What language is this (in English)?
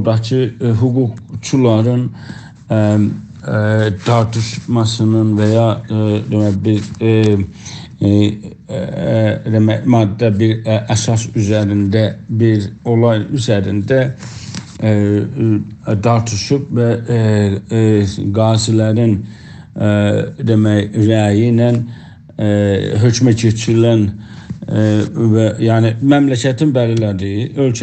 South Azerbaijani